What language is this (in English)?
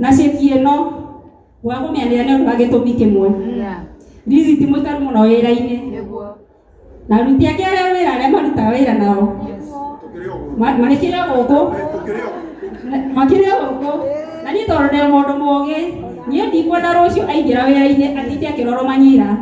Kikuyu